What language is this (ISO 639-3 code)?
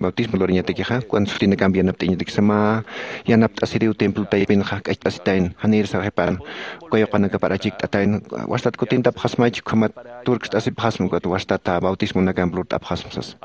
aym